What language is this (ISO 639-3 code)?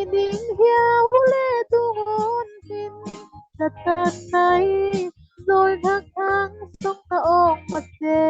cfm